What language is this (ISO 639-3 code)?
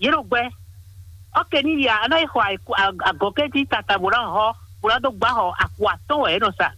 fon